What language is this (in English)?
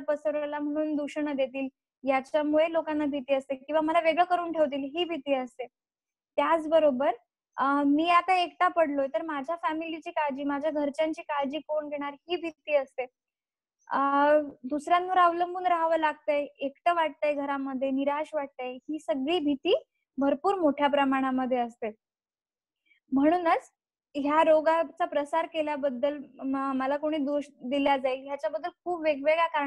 Marathi